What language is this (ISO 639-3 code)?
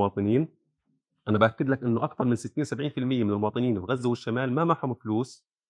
apc